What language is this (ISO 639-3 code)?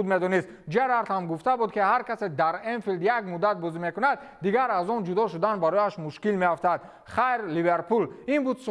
tgk